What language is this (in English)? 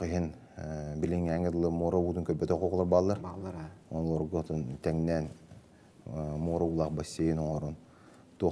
Yakut